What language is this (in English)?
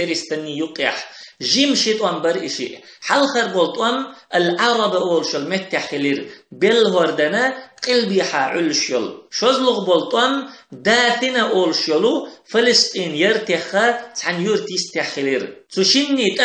Chechen